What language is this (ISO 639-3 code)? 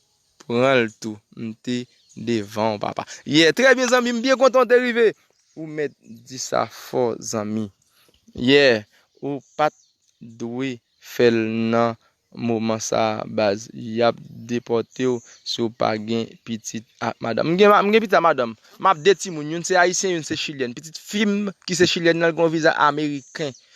hat